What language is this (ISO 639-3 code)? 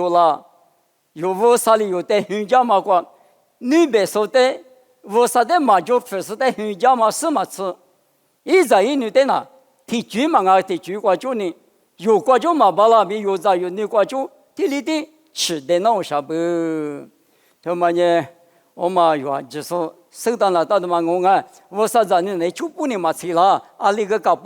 lis